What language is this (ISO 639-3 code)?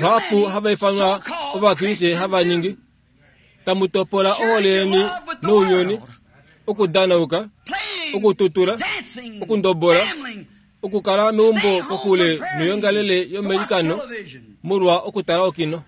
kua